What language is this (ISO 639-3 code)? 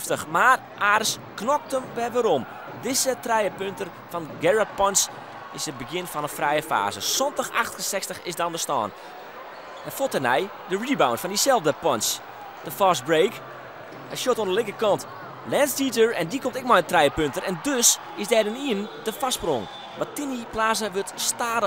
fry